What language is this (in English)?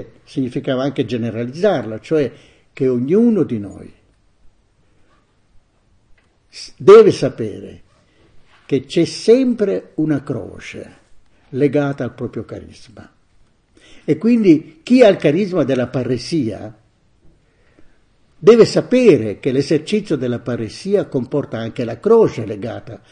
Italian